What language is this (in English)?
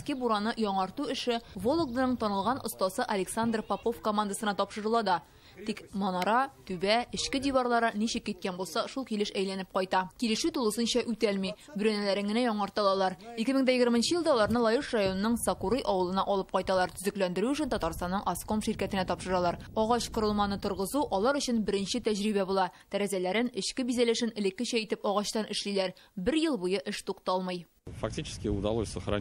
Tatar